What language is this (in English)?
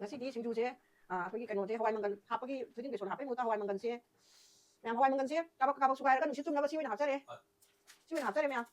Manipuri